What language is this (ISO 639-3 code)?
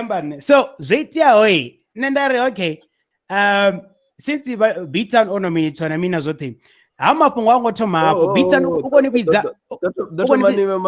ven